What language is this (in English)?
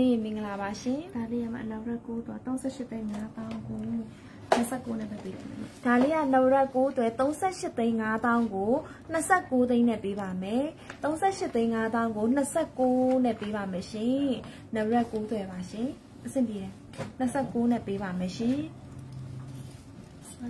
Burmese